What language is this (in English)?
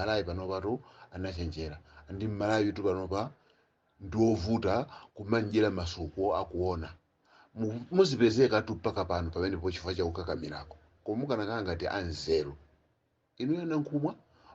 Nyanja